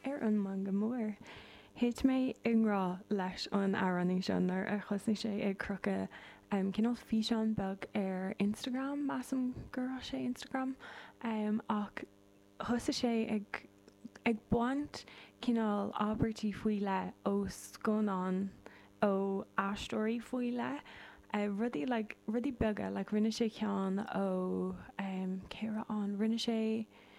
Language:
Irish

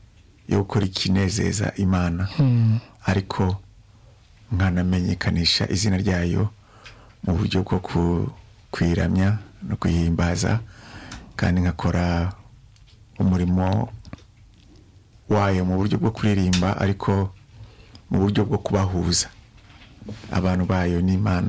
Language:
Kinyarwanda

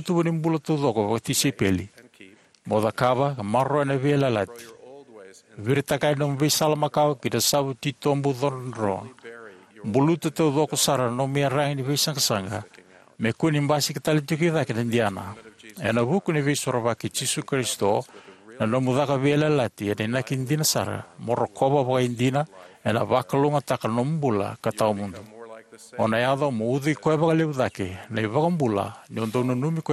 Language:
Fijian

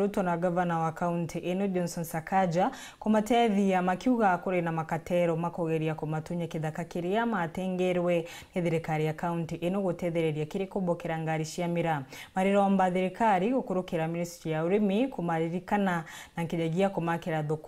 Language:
Meru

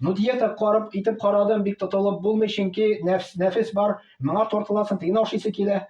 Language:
Tatar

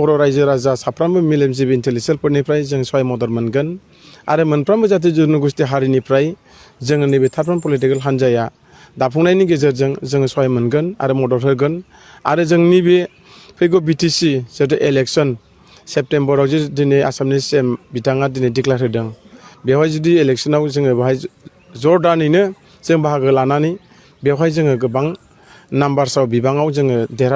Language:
Bodo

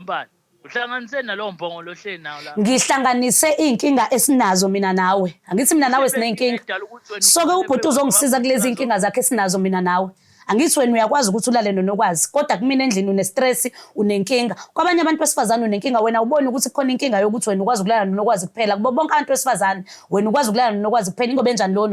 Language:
Zulu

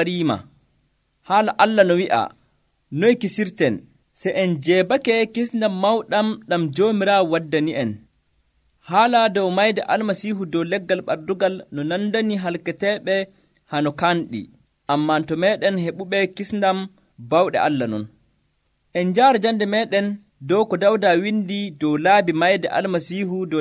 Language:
Nigerian Fulfulde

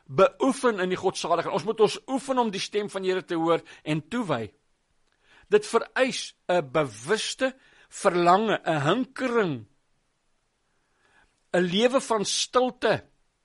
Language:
Afrikaans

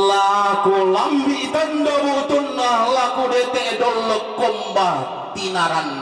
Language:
Toraja-Sa'dan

